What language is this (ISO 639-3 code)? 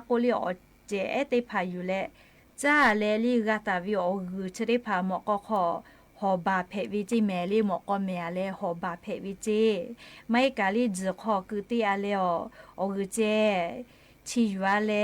lhu